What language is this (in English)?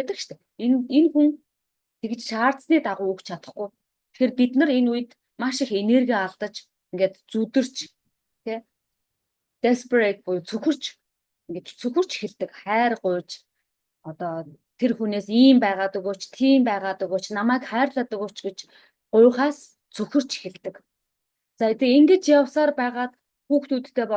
Mongolian